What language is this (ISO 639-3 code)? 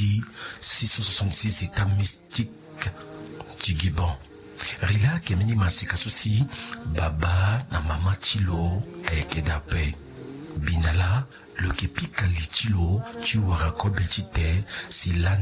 sag